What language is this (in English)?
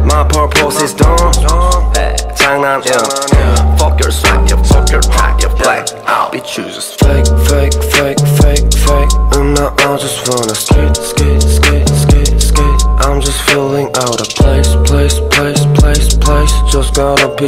Korean